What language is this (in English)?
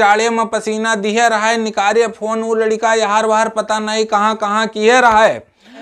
Awadhi